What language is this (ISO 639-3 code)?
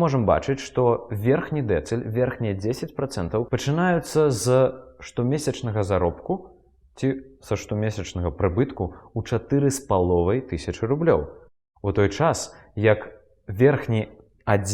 bel